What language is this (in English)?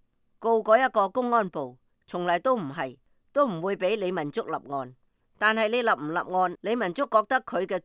Cantonese